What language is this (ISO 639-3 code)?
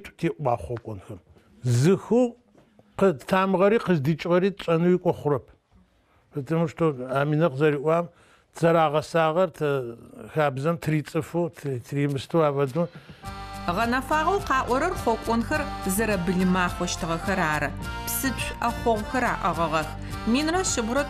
ady